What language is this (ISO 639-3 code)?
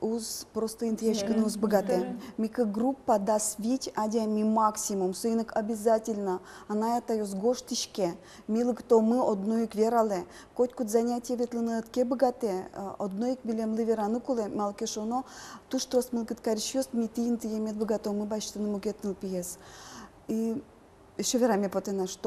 udm